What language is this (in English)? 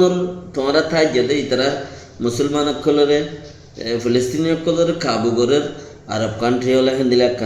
Rohingya